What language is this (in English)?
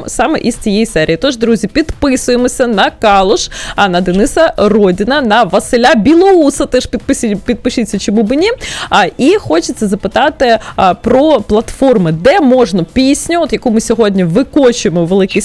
Ukrainian